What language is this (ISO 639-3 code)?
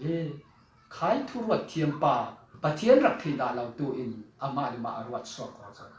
cfm